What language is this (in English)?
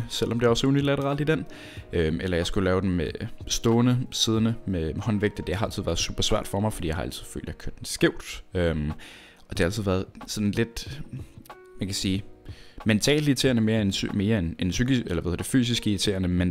Danish